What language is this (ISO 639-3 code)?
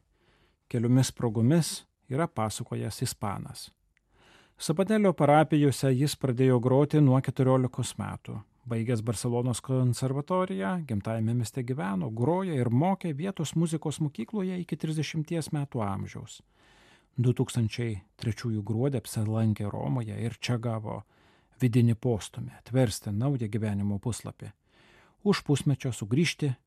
lit